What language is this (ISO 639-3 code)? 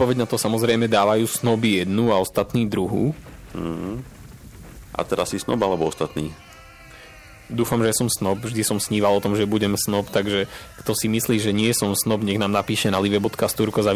slk